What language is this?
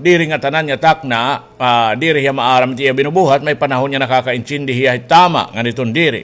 Waray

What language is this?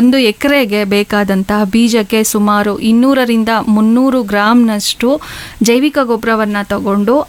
Kannada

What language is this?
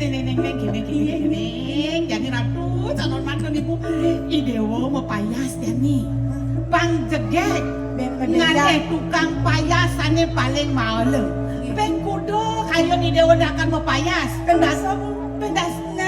Balinese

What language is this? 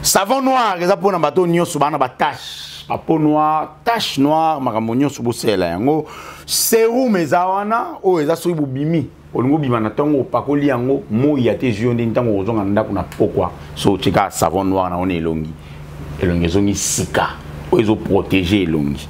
Lingala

